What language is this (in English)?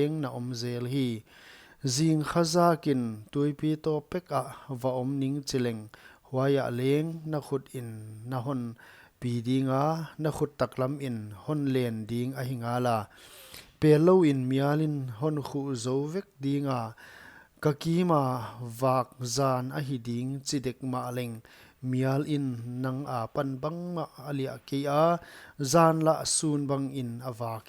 Paite Chin